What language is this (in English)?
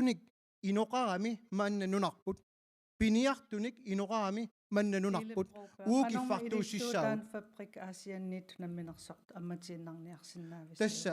Kalaallisut